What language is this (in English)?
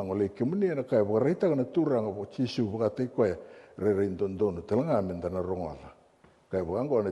Fijian